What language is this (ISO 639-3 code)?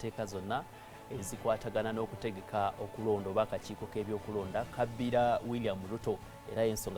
lug